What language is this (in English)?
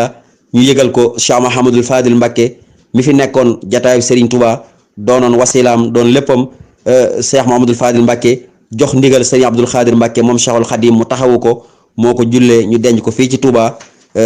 Wolof